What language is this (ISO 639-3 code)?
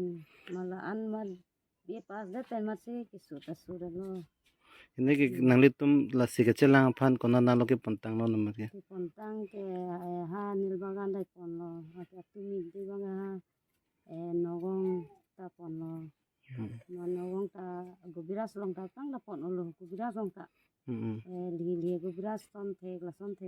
mjw